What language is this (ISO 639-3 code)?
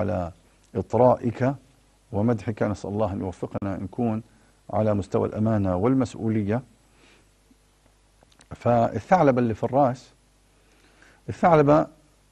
ara